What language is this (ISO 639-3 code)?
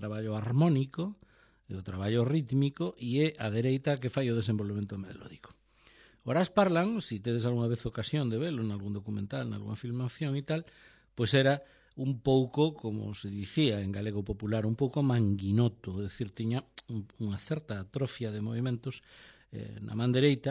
glg